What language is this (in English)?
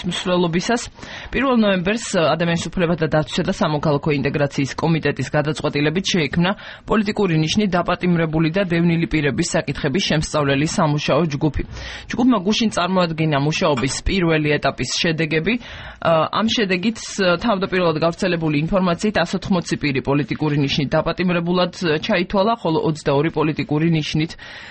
Georgian